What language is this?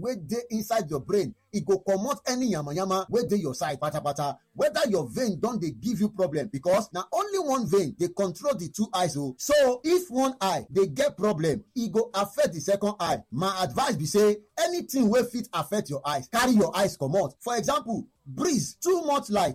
Nigerian Pidgin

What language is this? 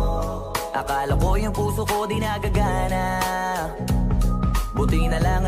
Filipino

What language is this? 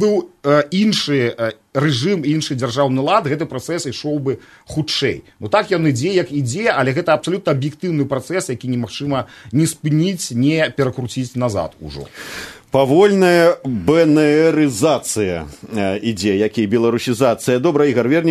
Belarusian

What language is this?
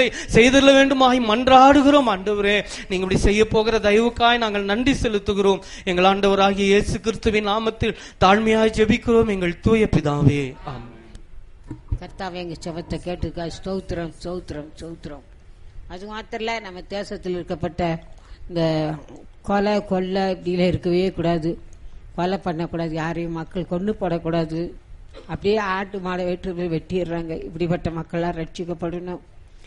Tamil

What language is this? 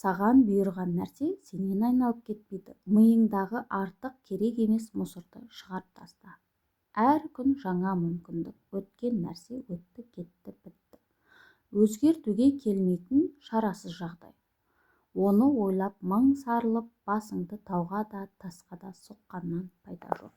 Kazakh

